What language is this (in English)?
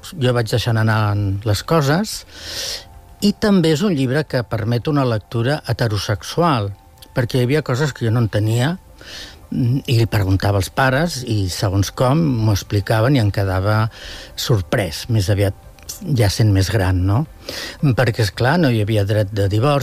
Catalan